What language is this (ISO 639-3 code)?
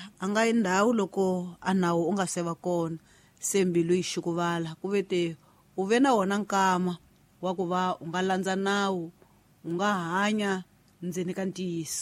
tso